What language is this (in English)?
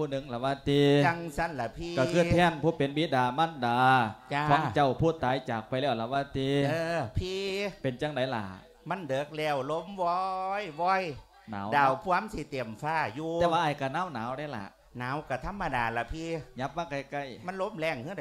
Lao